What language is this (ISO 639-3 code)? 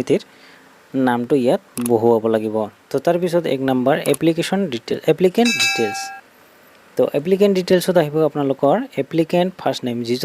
asm